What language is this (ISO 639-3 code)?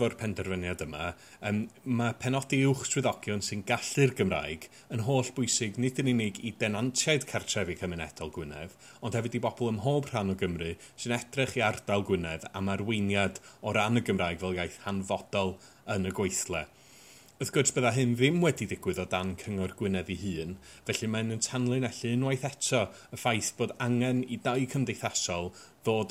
cym